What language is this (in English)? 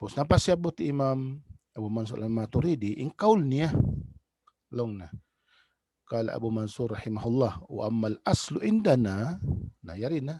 Tausug